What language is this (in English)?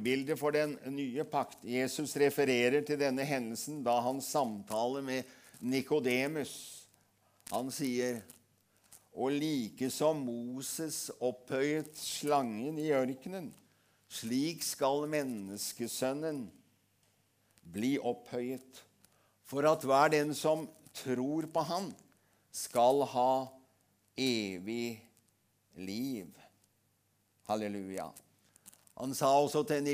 Norwegian